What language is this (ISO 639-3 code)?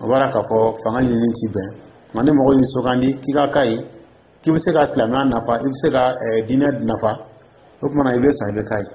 dyu